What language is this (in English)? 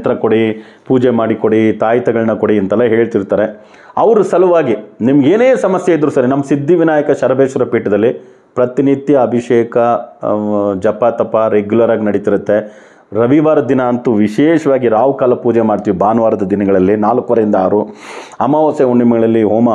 Kannada